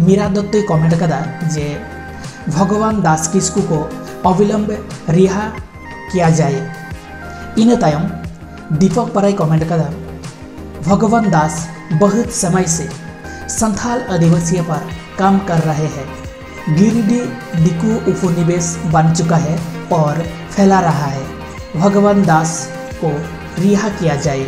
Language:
Santali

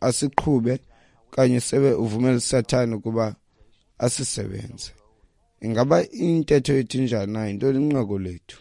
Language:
Xhosa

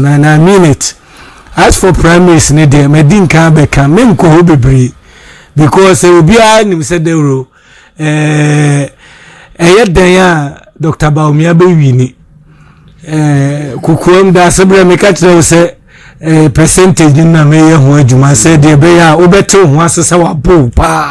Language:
Akan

